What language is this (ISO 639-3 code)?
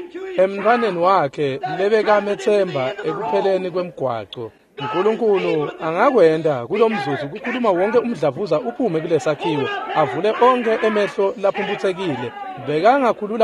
ssw